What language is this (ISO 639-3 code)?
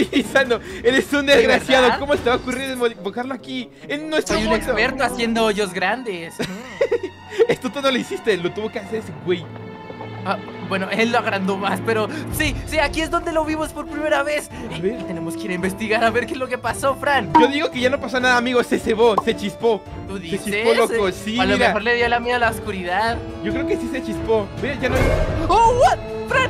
spa